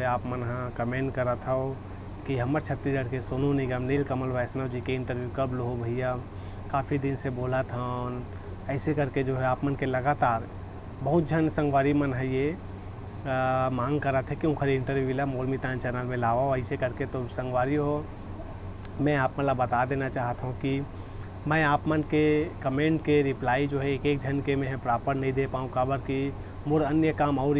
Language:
Chhattisgarhi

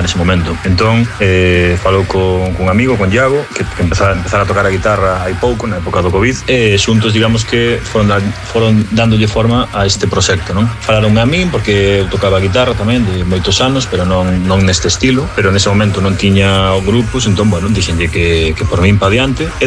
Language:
Galician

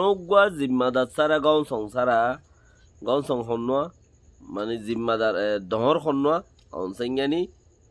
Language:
Rohingya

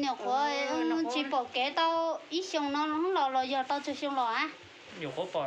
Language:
Hmong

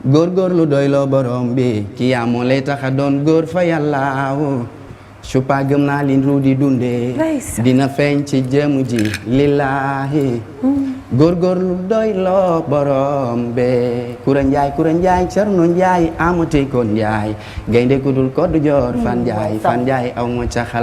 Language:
Wolof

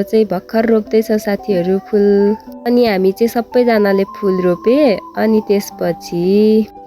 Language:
Nepali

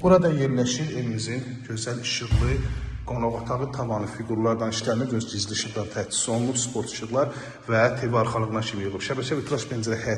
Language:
Azerbaijani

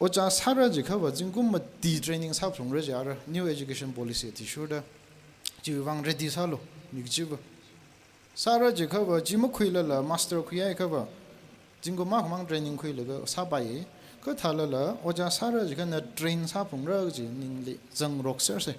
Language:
Tangkhul Naga (India)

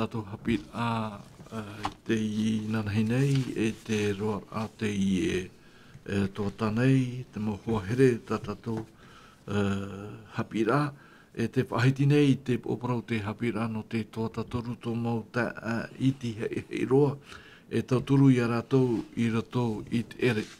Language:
Tahitian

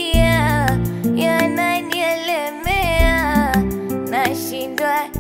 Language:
Swahili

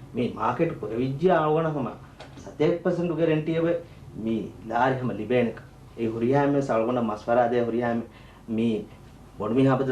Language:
Divehi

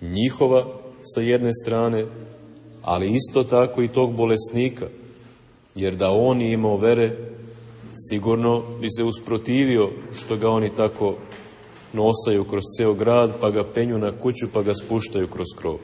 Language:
Serbian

